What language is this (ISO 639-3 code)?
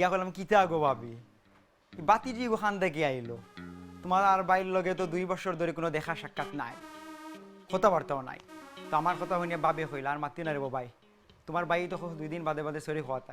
syl